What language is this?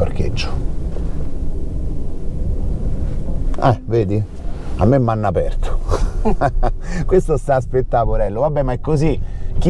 Italian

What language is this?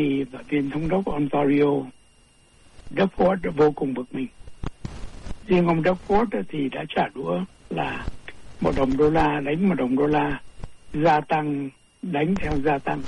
Vietnamese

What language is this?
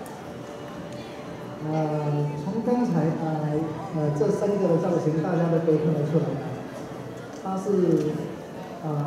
Chinese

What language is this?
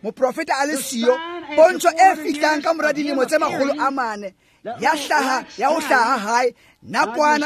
Tswana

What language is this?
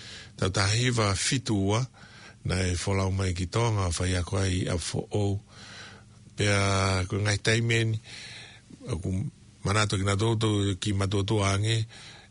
Tongan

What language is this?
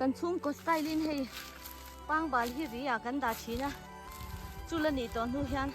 Mizo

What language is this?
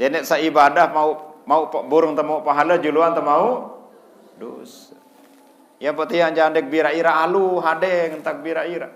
Sasak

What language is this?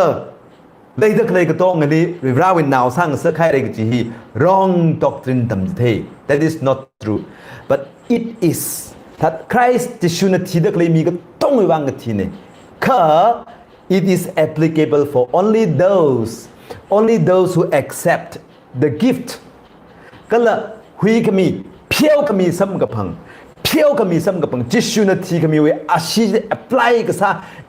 Tangkhul Naga (India)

